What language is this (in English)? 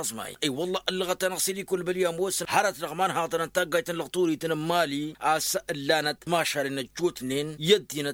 Tamasheq